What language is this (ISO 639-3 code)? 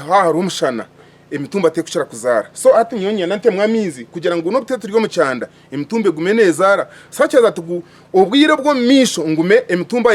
nyn